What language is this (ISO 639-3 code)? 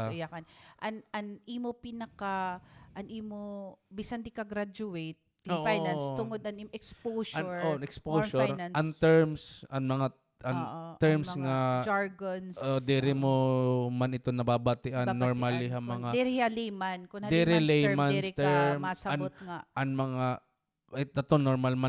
war